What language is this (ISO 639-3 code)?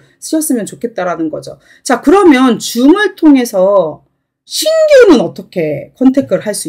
kor